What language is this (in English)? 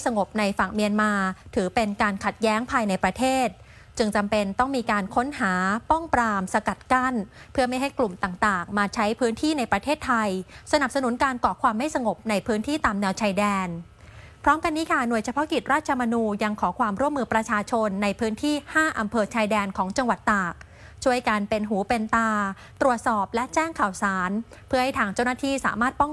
Thai